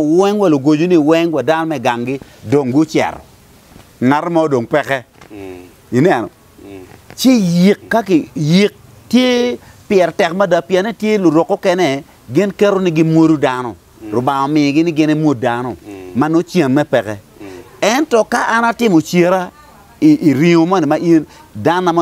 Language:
Acoli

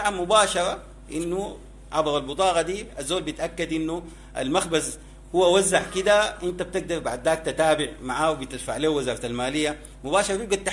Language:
Sudanese Arabic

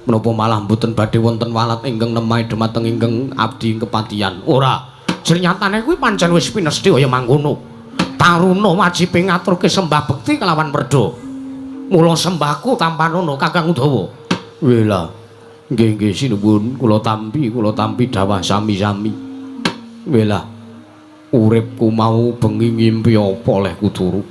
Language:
Javanese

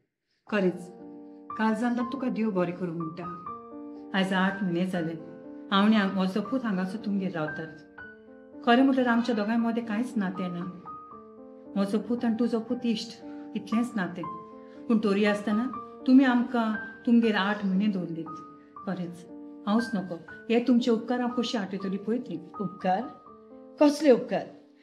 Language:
Konkani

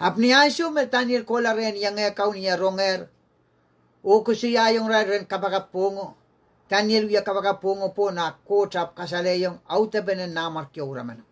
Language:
Pohnpeian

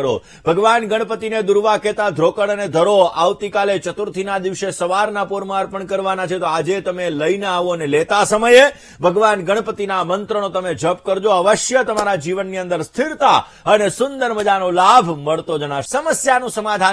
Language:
Gujarati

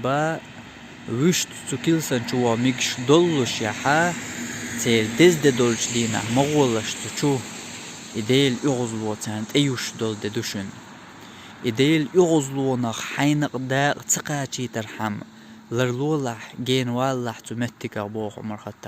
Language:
Chechen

